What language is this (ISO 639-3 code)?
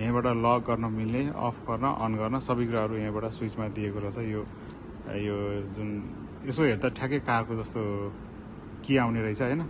nep